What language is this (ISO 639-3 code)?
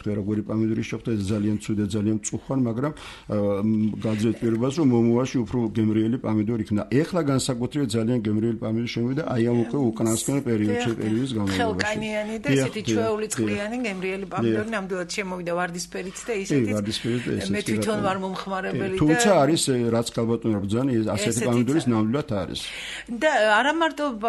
kat